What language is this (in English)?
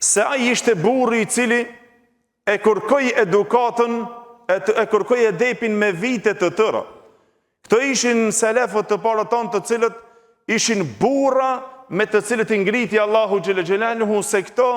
Albanian